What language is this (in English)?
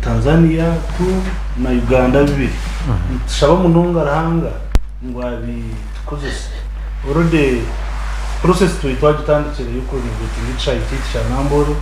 Nyankole